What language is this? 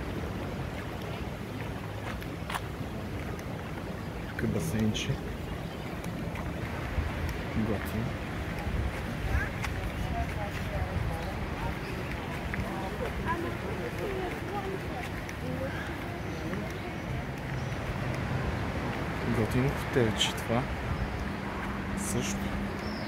Bulgarian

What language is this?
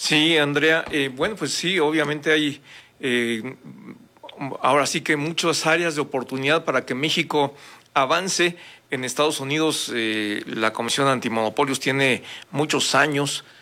Spanish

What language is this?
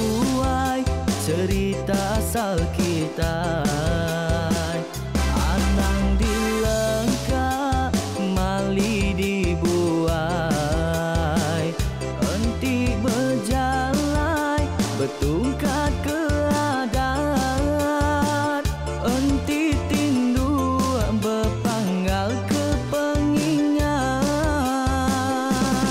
Iban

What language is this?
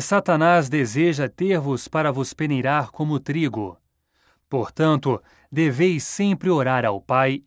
Portuguese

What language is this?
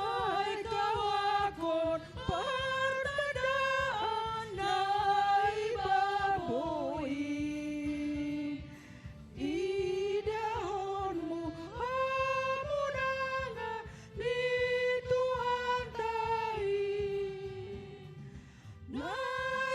Batak Simalungun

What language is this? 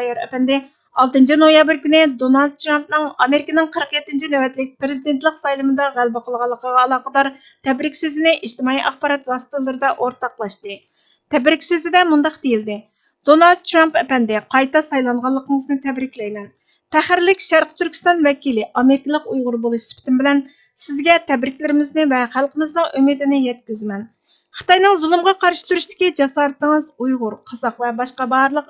Uyghur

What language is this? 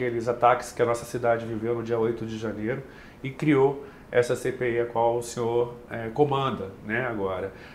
Portuguese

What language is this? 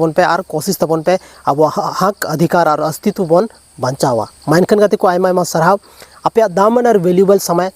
Santali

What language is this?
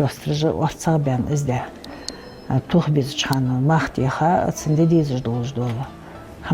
Ingush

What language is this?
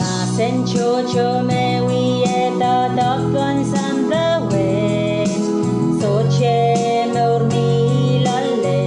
Pohnpeian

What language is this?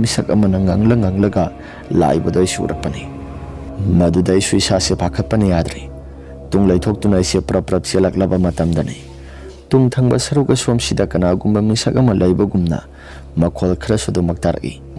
Manipuri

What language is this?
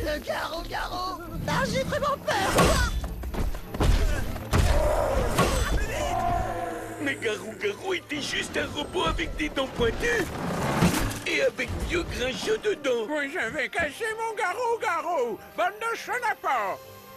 French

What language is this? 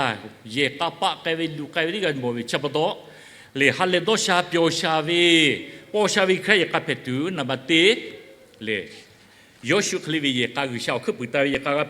Lahu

